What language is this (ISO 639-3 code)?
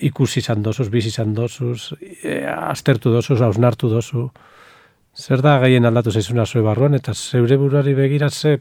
eus